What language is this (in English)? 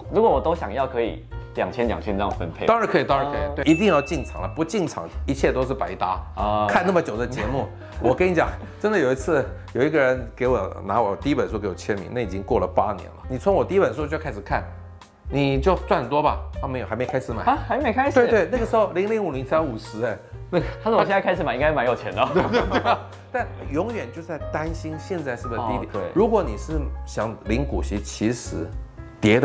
Chinese